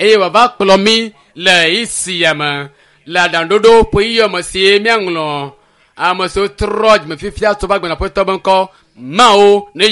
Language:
Ewe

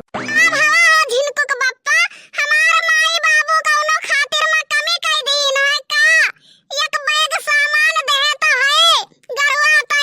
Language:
Awadhi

